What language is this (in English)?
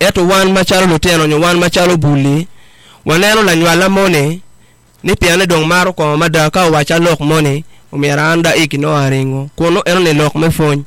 Acoli